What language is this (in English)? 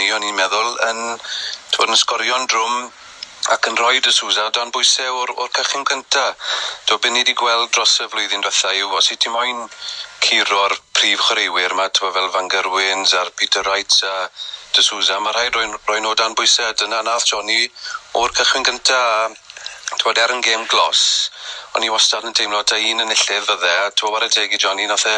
Welsh